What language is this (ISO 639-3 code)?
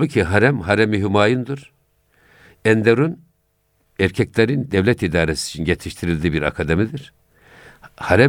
tur